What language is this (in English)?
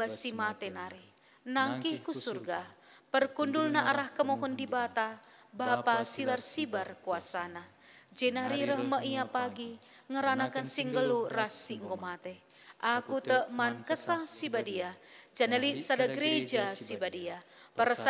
Batak Karo